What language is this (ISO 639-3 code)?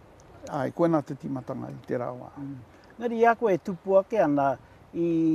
mri